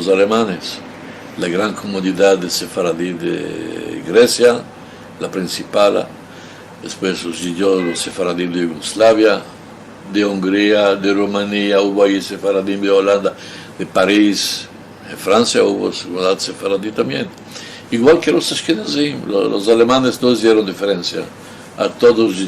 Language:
Ladino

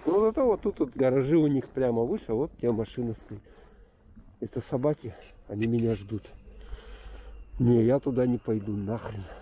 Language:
Russian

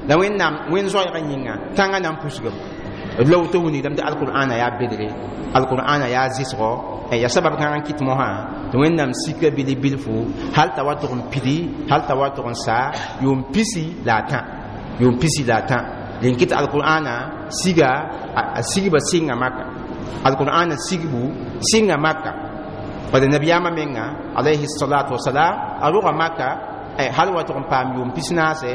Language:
Mossi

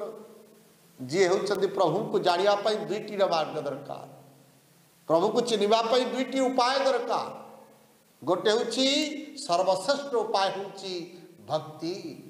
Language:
Odia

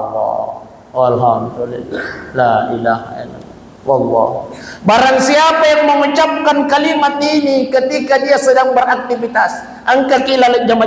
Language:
Buginese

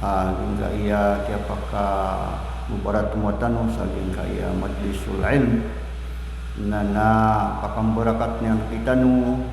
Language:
Maranao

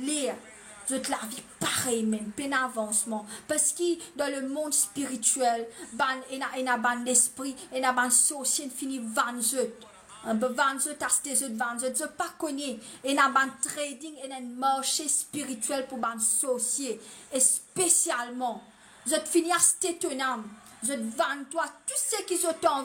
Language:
Morisyen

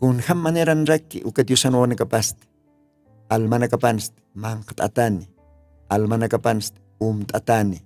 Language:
Aymara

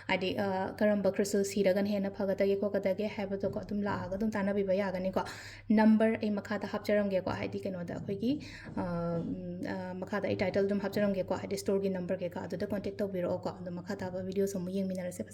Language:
Manipuri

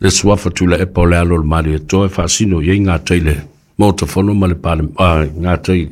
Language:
Samoan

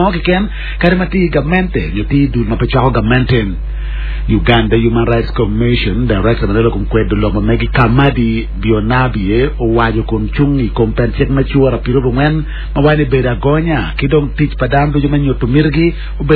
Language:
Acoli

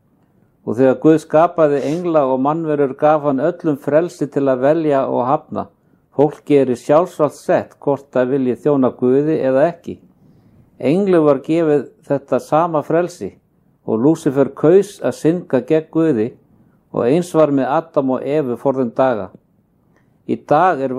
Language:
Icelandic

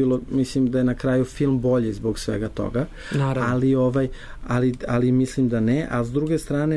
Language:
Serbian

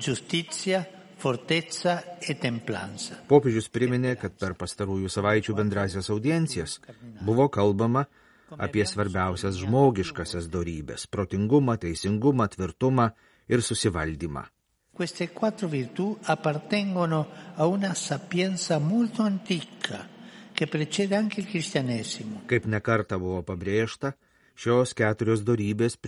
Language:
Lithuanian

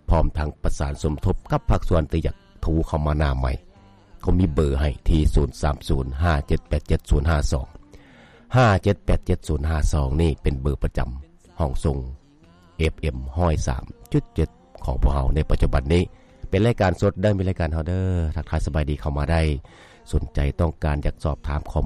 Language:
Lao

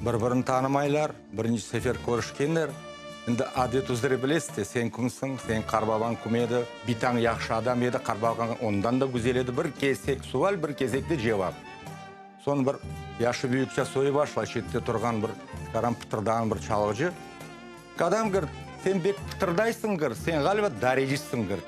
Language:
Crimean Tatar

